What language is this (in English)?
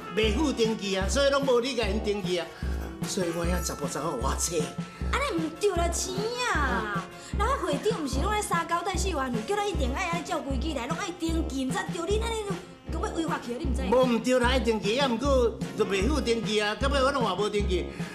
Min Nan Chinese